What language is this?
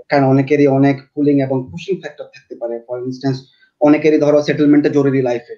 Bangla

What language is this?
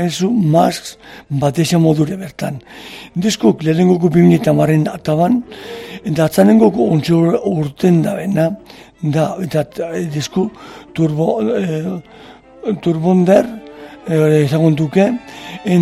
Basque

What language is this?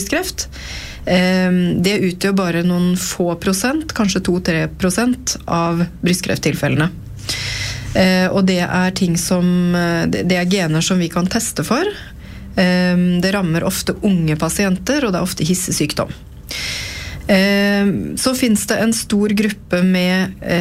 Norwegian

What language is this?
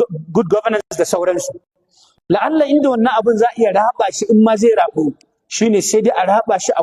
Hausa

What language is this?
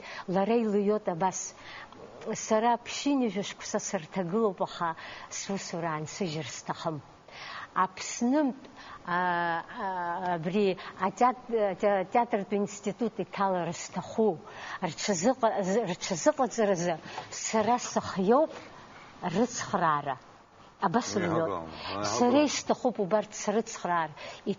Abkhazian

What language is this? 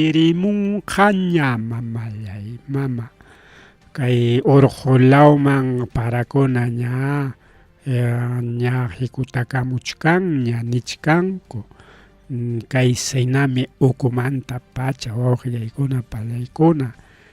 Ayacucho Quechua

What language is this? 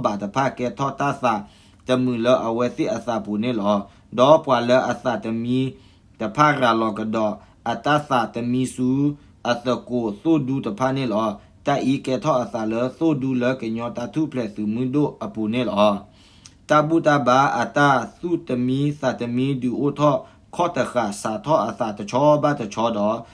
S'gaw Karen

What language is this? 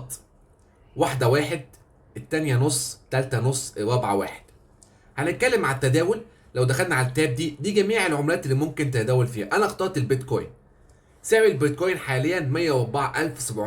Egyptian Arabic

